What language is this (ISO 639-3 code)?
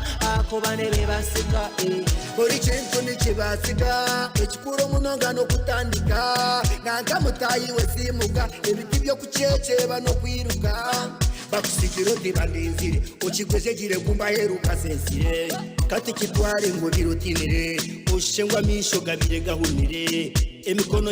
nyn